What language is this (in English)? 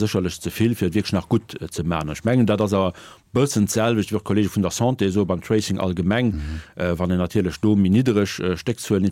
Luxembourgish